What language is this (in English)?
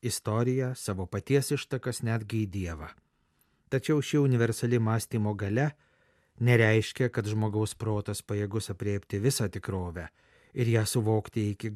Lithuanian